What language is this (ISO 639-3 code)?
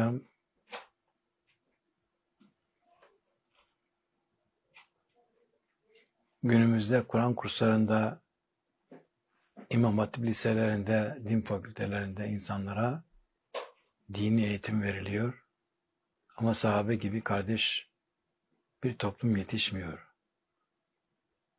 tur